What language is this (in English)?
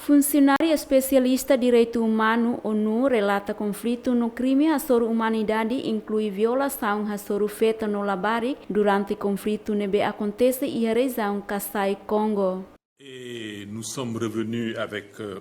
Tetum